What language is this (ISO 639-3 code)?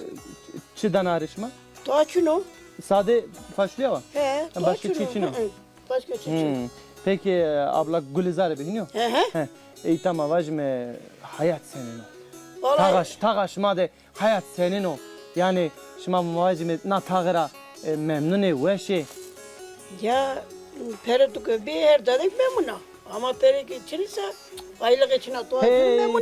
zza